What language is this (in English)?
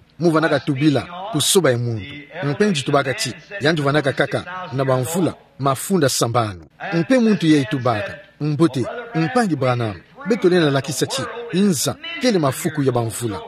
Kituba (Democratic Republic of Congo)